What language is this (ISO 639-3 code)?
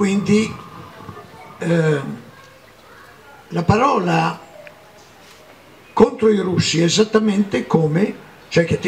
ita